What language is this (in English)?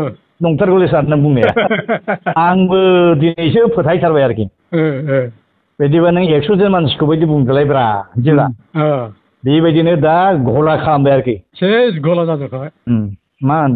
Bodo